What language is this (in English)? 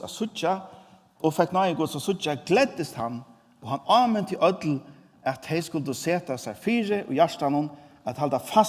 Faroese